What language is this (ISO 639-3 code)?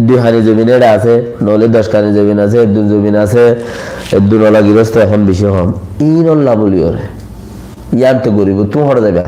rhg